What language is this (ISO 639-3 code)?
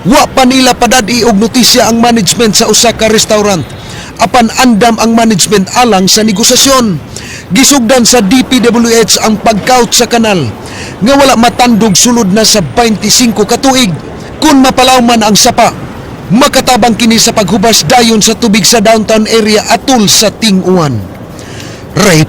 ceb